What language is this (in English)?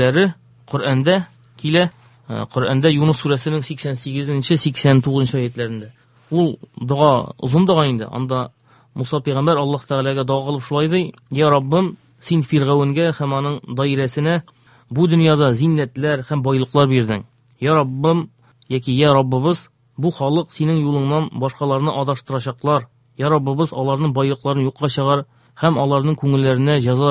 Tatar